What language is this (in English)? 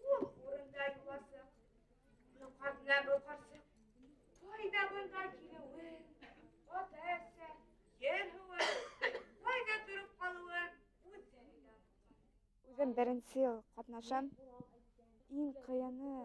Bashkir